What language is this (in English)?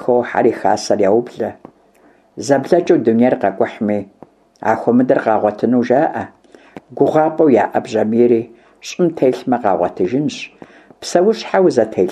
Kabardian